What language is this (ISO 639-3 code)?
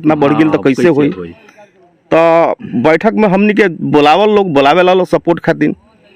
bho